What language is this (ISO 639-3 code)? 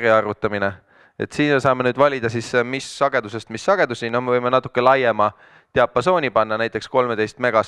est